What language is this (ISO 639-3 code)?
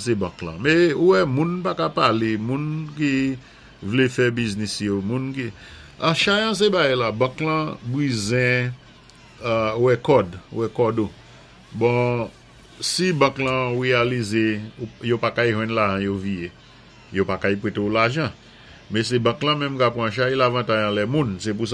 acf